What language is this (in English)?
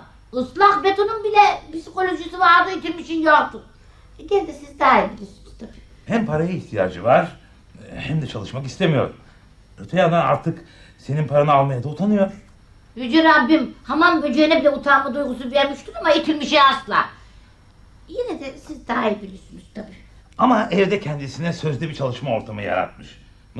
Turkish